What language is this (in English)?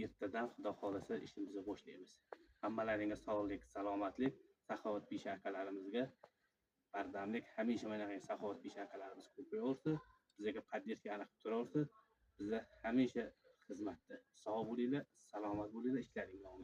Uzbek